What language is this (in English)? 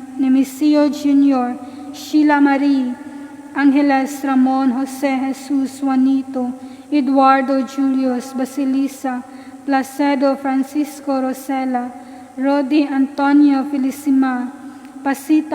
Cebuano